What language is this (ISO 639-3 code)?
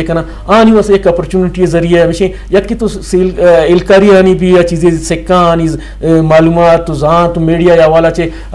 bgp